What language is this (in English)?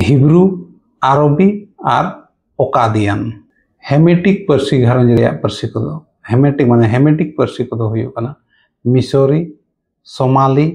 Santali